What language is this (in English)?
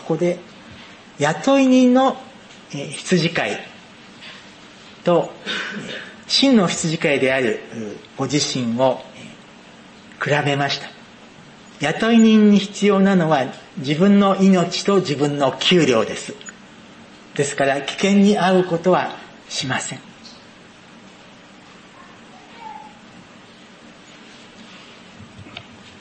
Japanese